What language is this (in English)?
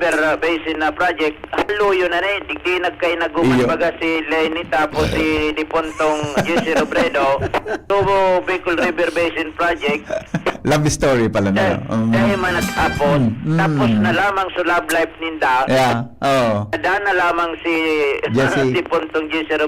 Bikol